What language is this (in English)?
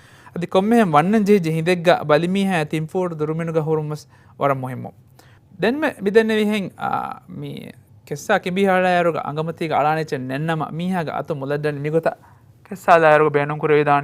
Divehi